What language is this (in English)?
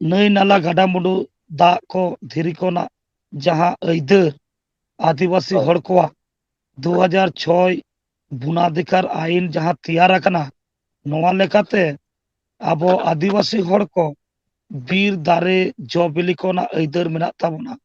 Santali